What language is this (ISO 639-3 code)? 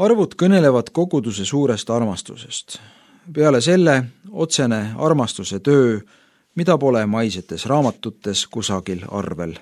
est